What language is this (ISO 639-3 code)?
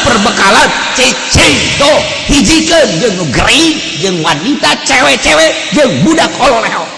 sun